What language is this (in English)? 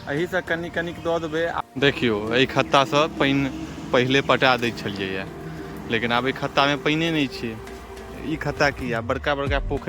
Maithili